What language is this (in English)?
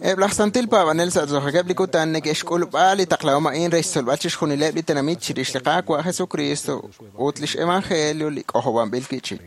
Kekchí